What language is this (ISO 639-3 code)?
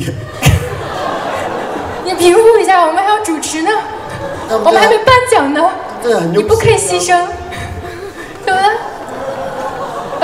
zho